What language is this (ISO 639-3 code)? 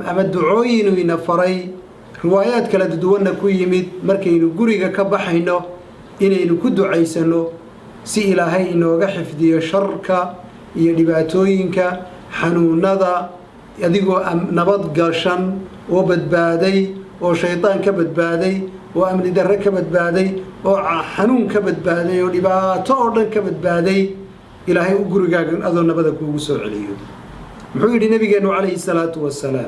som